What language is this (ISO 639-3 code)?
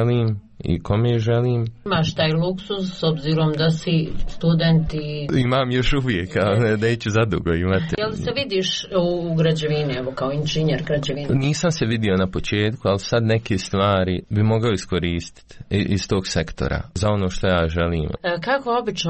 hrv